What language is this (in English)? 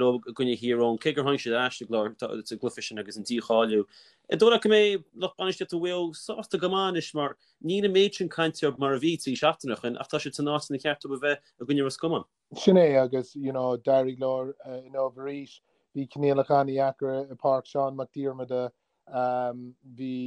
Irish